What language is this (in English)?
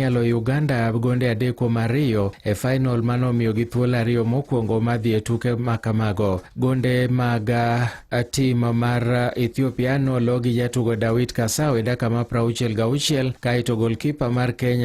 Luo (Kenya and Tanzania)